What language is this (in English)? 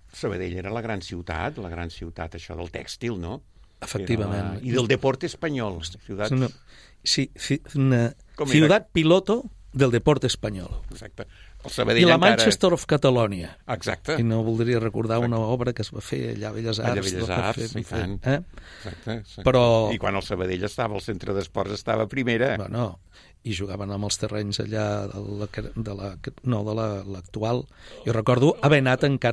Catalan